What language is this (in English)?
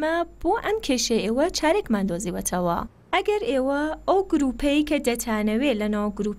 Central Kurdish